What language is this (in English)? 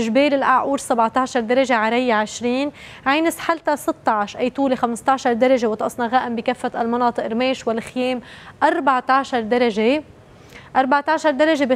North Levantine Arabic